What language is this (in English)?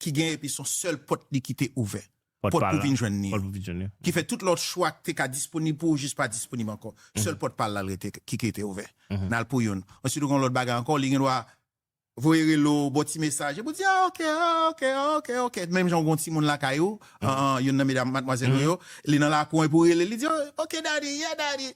Haitian Creole